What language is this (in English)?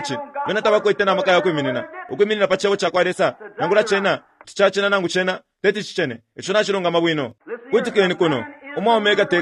Bemba